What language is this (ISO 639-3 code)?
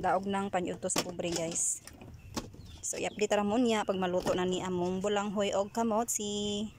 ceb